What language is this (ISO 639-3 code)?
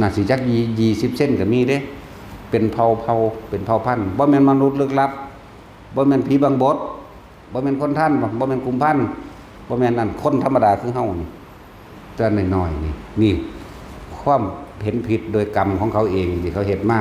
tts